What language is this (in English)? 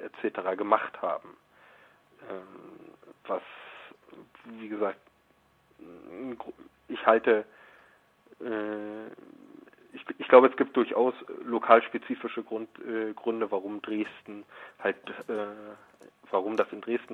German